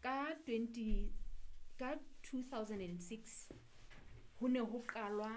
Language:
Southern Sotho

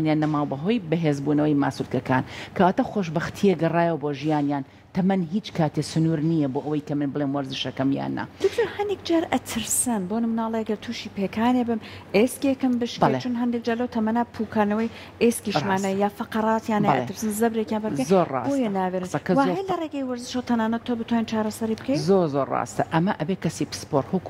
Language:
Central Kurdish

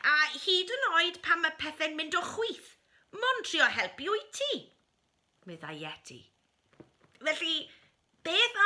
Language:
Welsh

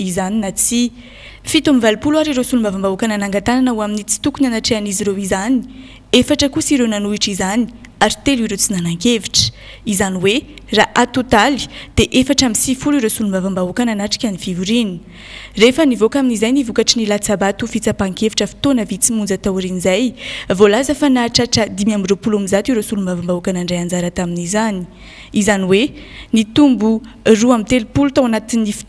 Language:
Malagasy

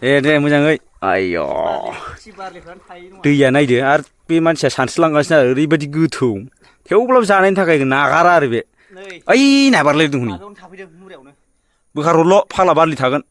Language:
Bodo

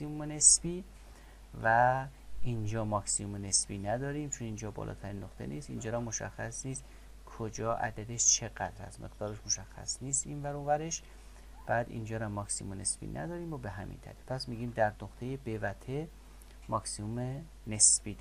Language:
Persian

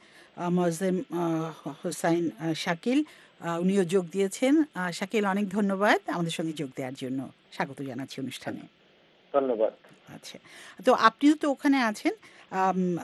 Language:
Bangla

